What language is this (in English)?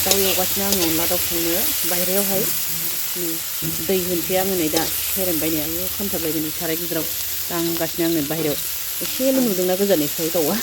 Bodo